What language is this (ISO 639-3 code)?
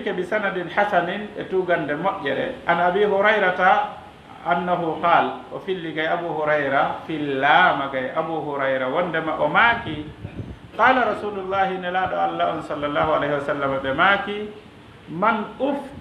ful